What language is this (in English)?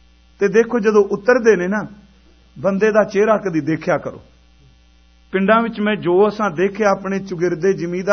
Punjabi